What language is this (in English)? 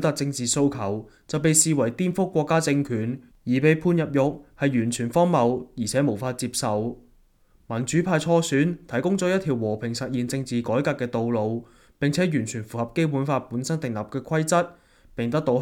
Cantonese